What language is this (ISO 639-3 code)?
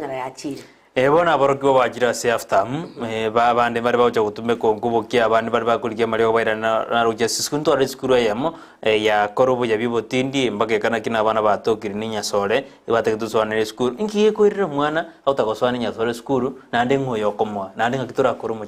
guz